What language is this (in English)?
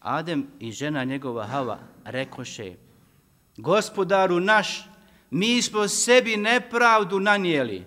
Bosnian